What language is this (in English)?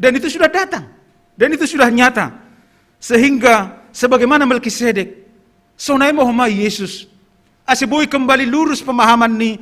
Batak Simalungun